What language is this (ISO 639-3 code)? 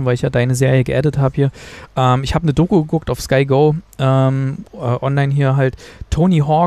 deu